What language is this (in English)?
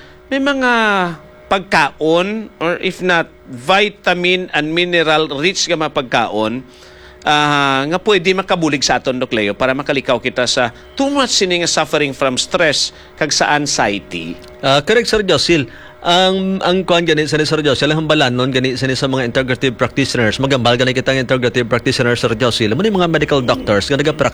Hiligaynon